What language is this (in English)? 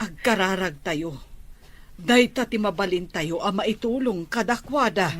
Iloko